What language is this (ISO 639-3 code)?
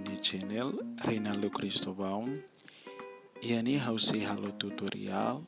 tet